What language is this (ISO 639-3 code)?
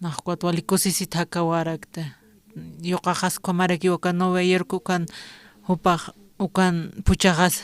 aym